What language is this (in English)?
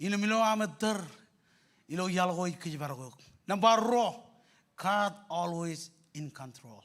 Marshallese